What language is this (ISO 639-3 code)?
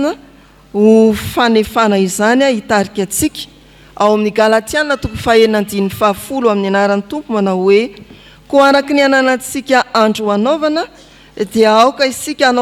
mlg